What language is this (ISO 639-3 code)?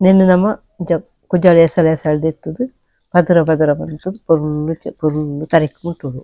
tcy